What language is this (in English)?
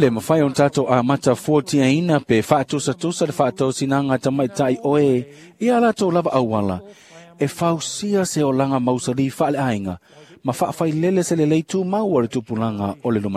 Samoan